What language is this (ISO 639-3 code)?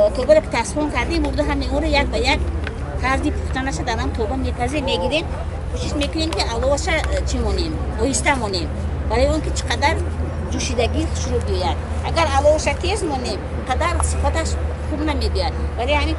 tgk